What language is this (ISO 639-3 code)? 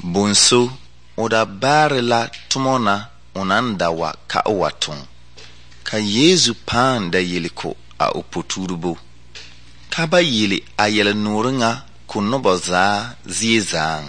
dga